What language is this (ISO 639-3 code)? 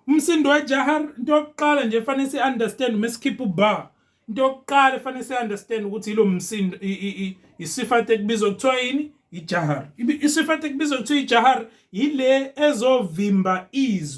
zul